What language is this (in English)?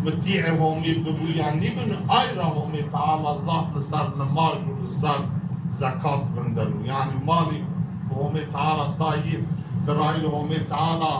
Zaza